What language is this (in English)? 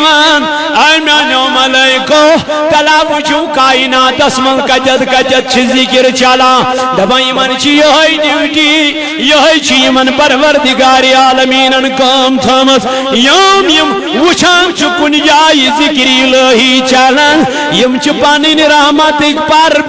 Kashmiri